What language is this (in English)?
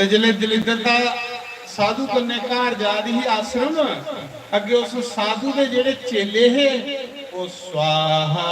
Dogri